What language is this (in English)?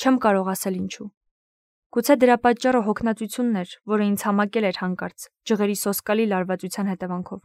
Armenian